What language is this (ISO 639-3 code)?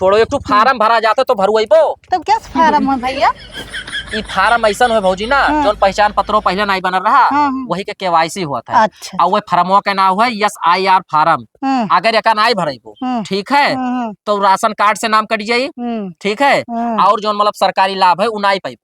awa